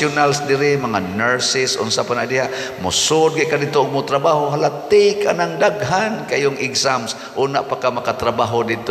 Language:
Cebuano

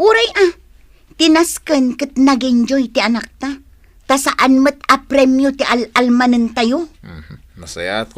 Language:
Iloko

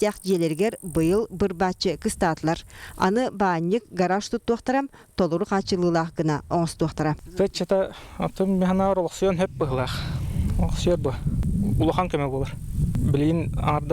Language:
Yakut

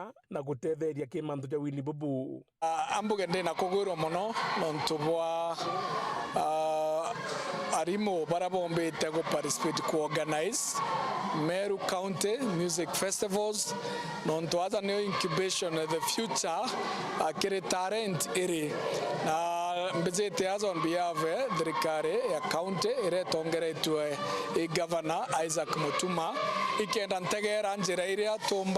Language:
Meru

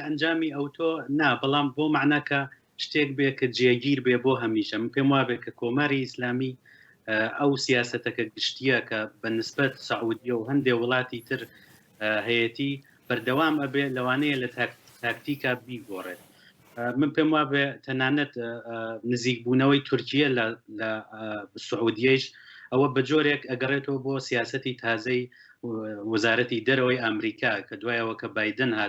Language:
Central Kurdish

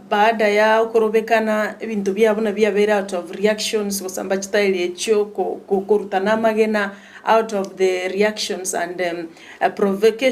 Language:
Gusii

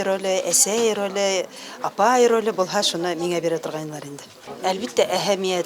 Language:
Bashkir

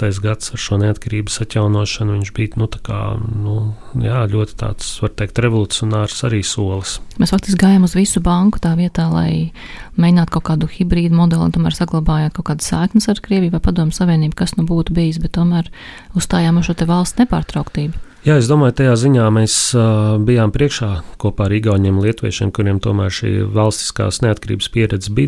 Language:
Latvian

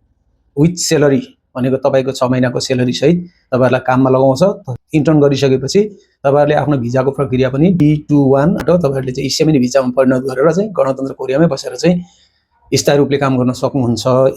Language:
Nepali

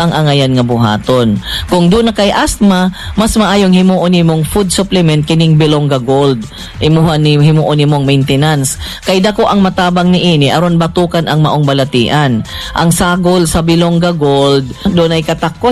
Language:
Cebuano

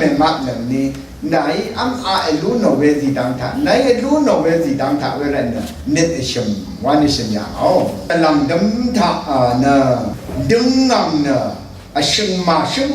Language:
Rawang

